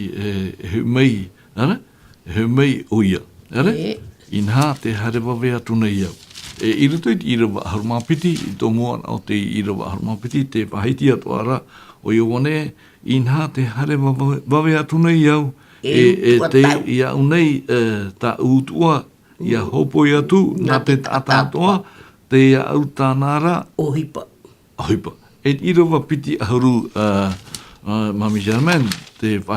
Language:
Tahitian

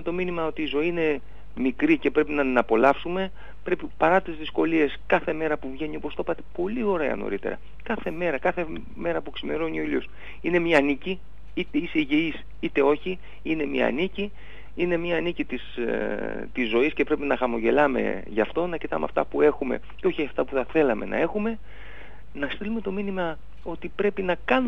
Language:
Greek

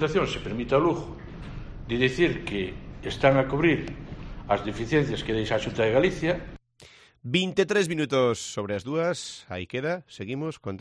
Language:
Galician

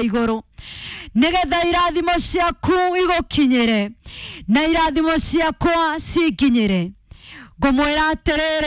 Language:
Kikuyu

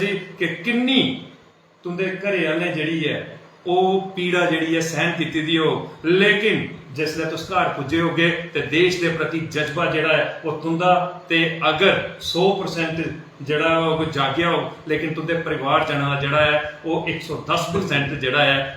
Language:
Dogri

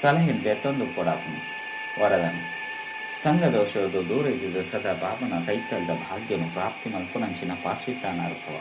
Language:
Tulu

